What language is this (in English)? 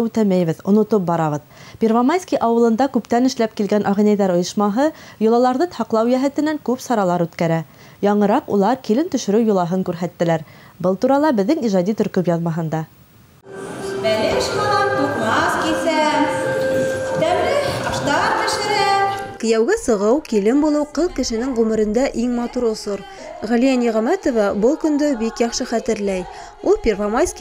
Bashkir